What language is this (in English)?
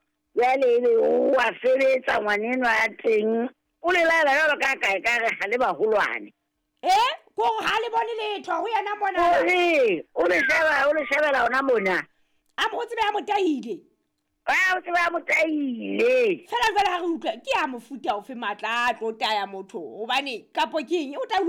Southern Sotho